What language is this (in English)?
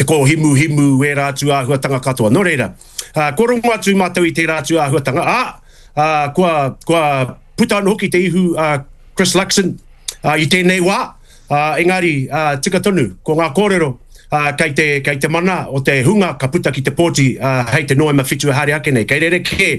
Māori